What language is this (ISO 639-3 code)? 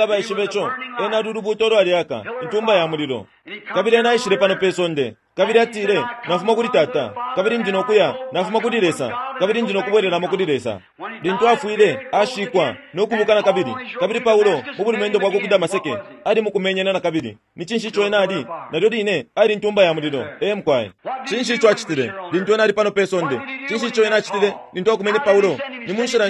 bem